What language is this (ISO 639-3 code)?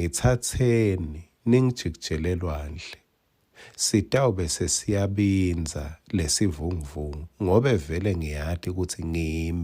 ssw